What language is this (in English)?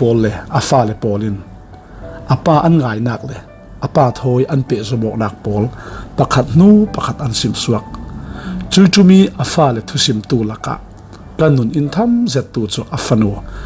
Falam Chin